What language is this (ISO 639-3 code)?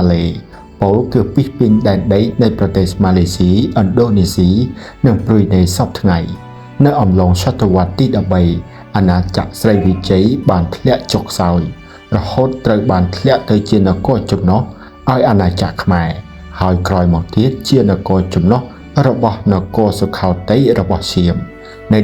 khm